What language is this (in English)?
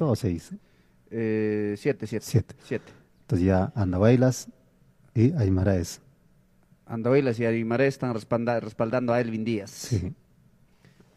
Spanish